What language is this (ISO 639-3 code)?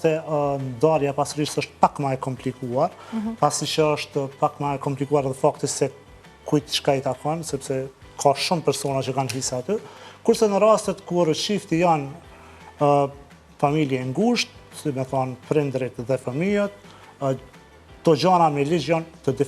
sqi